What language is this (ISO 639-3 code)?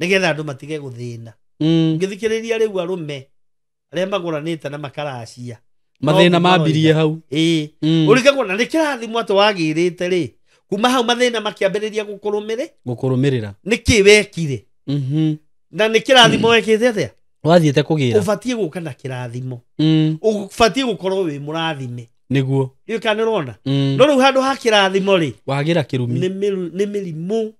kik